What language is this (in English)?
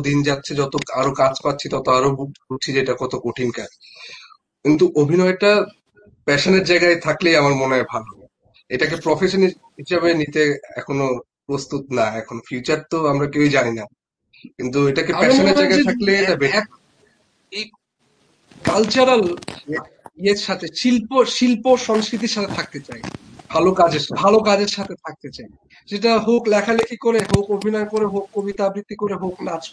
Bangla